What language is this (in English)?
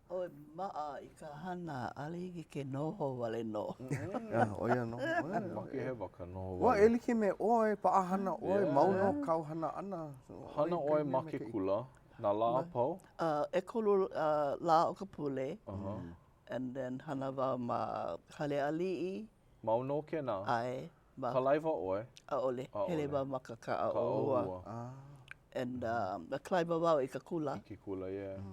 Hawaiian